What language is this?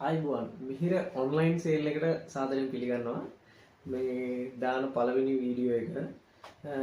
Sinhala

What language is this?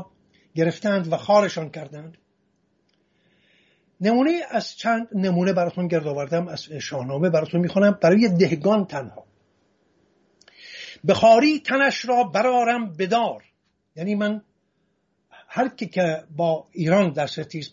Persian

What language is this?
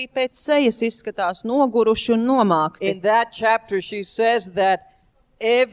Latvian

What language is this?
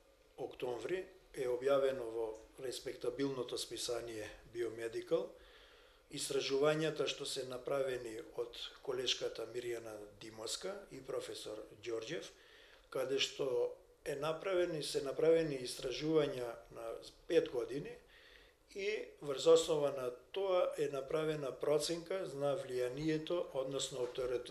Macedonian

